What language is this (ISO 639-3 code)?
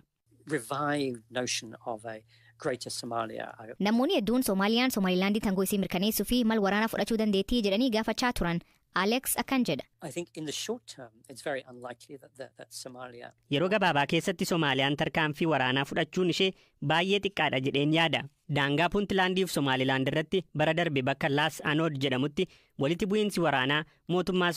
orm